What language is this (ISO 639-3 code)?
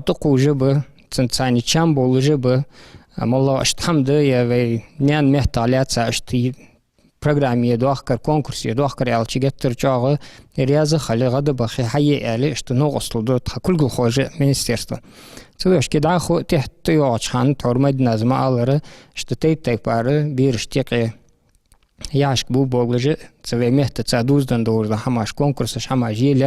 inh